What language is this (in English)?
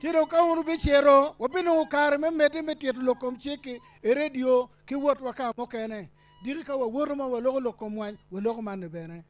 Acoli